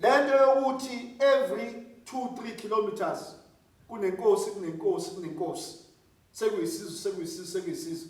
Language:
Zulu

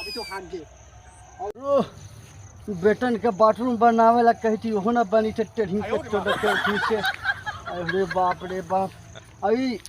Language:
Magahi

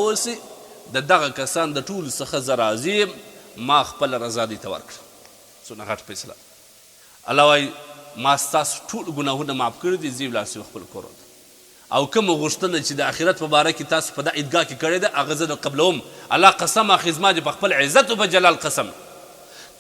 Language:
Pashto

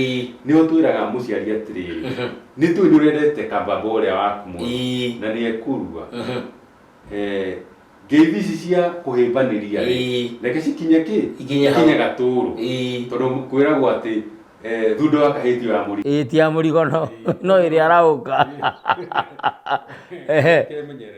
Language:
Kikuyu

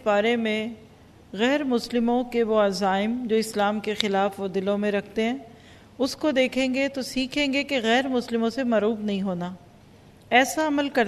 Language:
Urdu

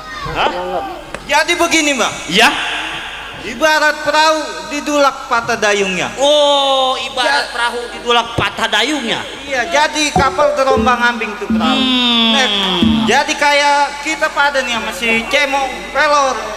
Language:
Betawi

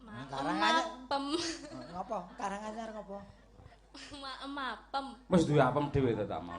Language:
Javanese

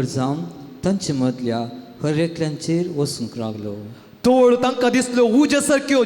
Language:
Konkani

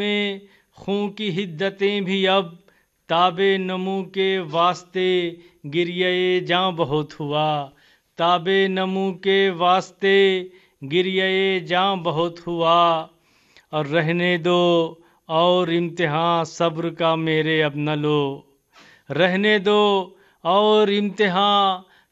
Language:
Urdu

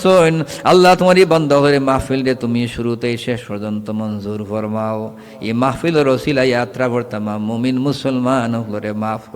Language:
Sylheti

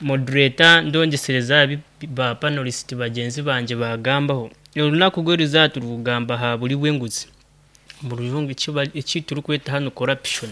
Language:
Nyankole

